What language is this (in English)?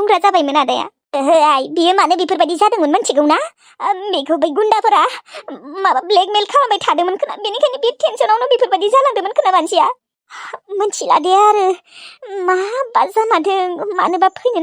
Bodo